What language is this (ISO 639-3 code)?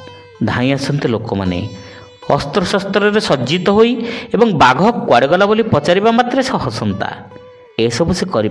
ori